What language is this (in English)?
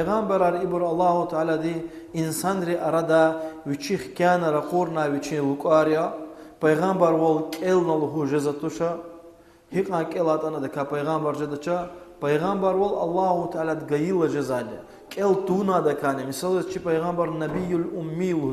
Lezghian